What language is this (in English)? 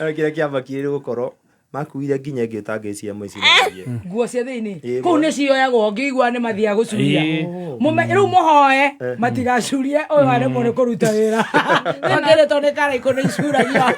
Kikuyu